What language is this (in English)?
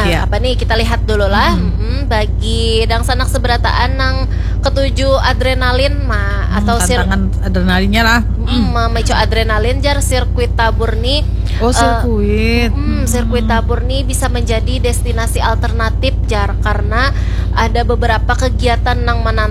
Banjar